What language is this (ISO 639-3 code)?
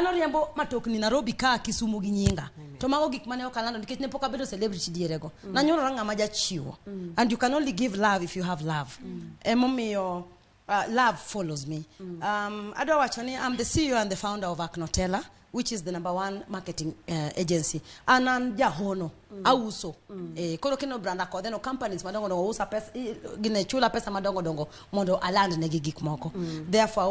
luo